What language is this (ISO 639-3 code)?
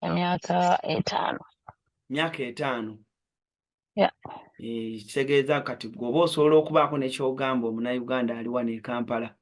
lug